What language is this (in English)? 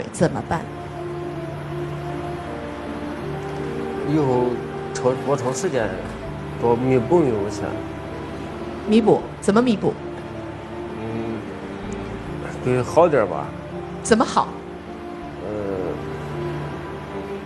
Chinese